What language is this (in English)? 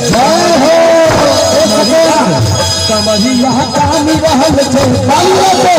Maithili